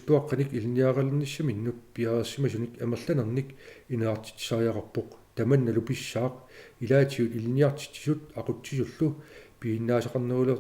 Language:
Kalaallisut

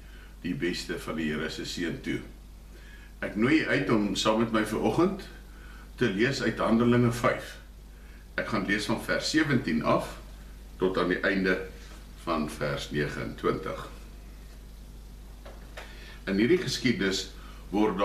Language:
Afrikaans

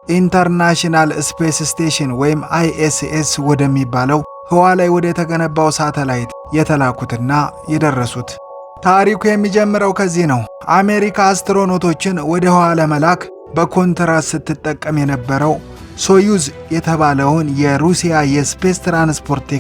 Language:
Amharic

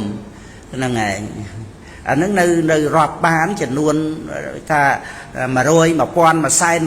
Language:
Khmer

